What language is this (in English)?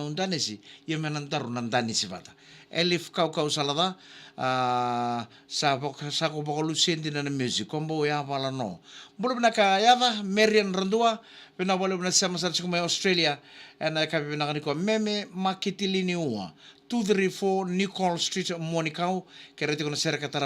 Fijian